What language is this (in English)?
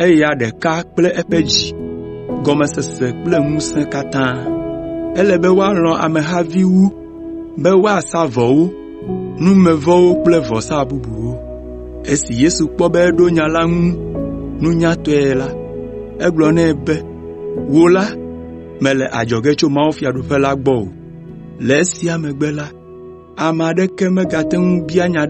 Ewe